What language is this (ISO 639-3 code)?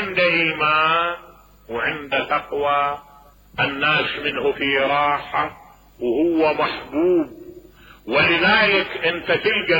acm